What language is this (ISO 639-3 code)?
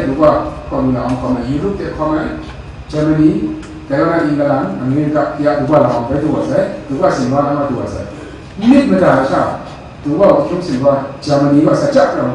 kac